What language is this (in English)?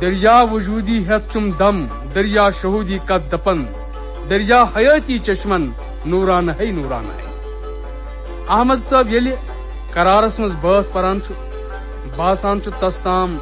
Kashmiri